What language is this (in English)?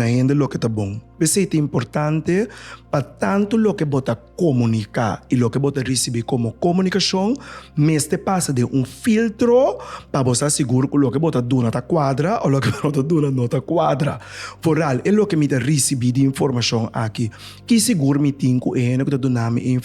Papiamento